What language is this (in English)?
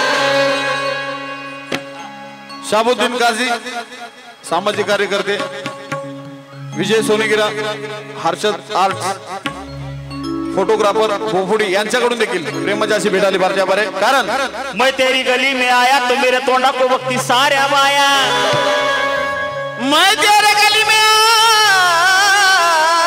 Marathi